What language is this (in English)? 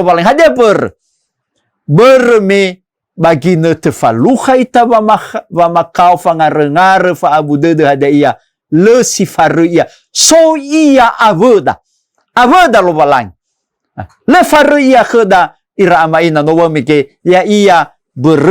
Nias